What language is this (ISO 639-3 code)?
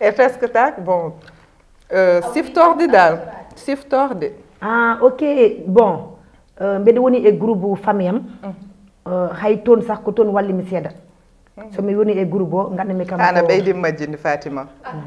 ful